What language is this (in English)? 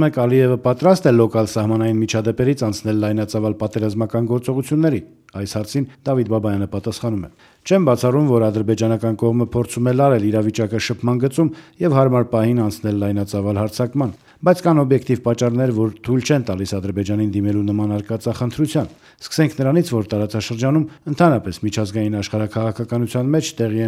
Armenian